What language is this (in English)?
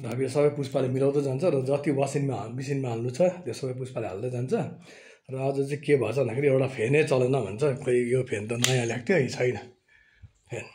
Nepali